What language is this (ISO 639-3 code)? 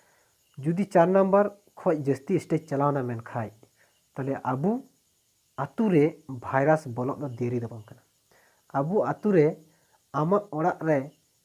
sat